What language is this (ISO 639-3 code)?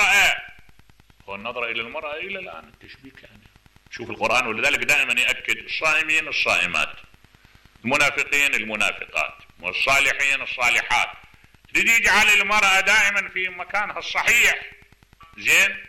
acm